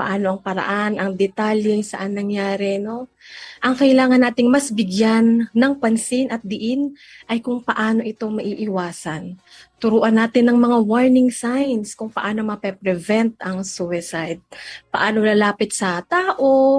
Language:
Filipino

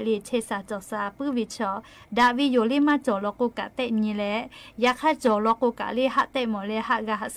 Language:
Lahu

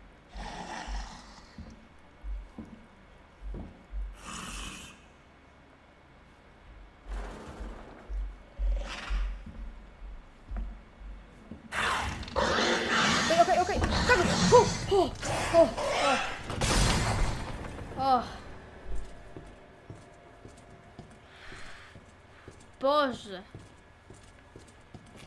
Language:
Polish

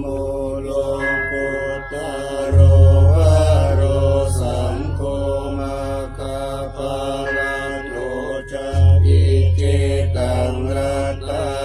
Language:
Pali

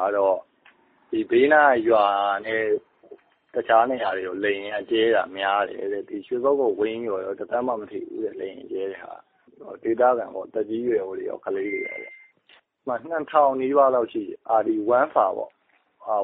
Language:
Burmese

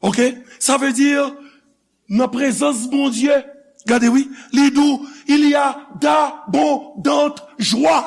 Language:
Haitian Creole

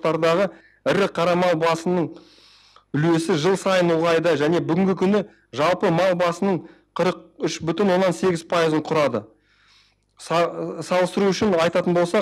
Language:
Kazakh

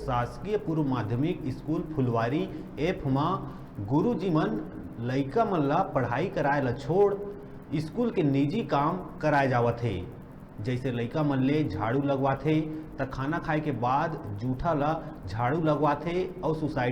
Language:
Chhattisgarhi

